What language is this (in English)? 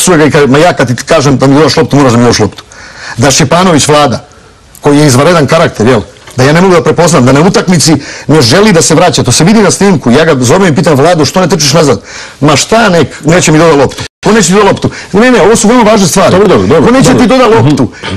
Serbian